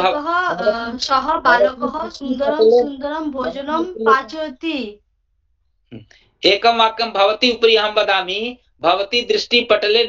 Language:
Sanskrit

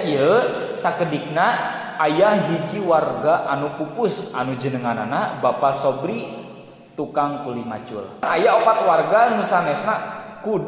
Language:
Sundanese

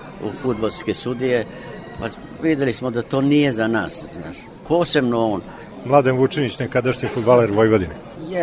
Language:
Serbian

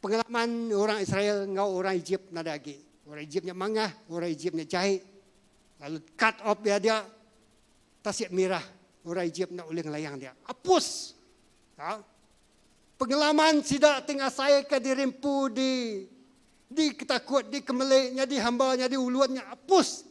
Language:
Iban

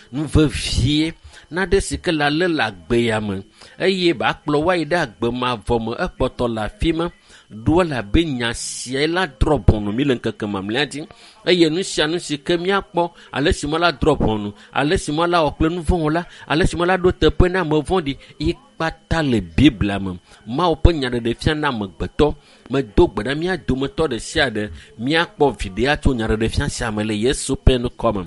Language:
Ewe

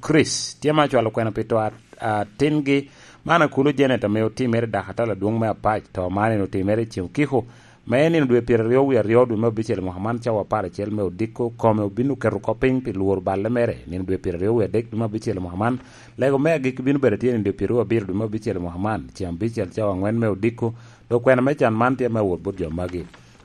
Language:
Lango (Uganda)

